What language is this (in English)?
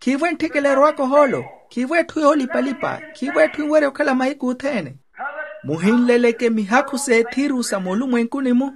Makhuwa